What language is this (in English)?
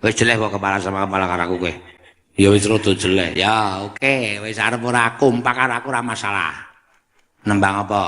Javanese